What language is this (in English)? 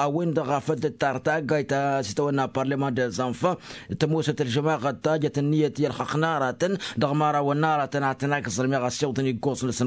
Tamasheq